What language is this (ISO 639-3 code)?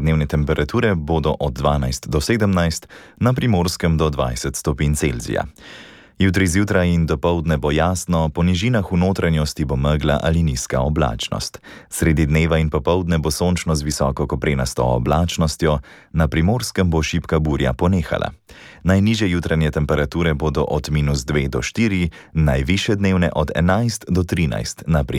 slv